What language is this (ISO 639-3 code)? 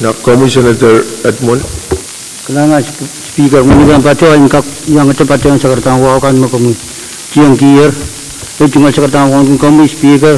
pon